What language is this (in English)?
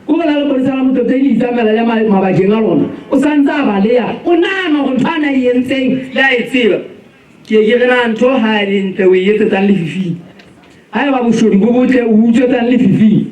Southern Sotho